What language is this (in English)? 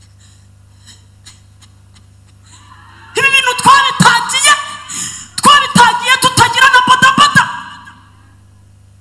Kinyarwanda